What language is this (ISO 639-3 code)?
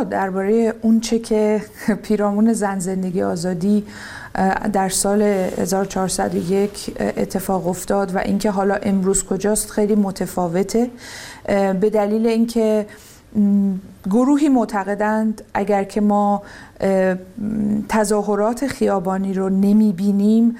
fas